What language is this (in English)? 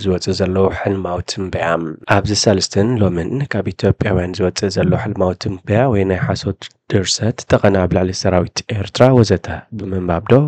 Tigrinya